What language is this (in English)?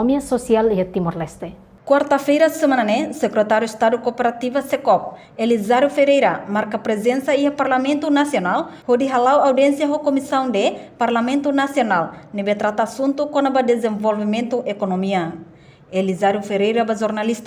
Tetum